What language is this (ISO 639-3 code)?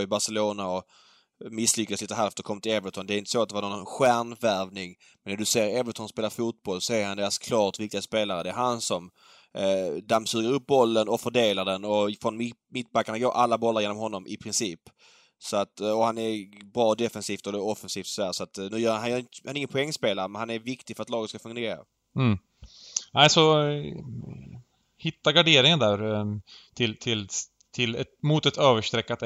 swe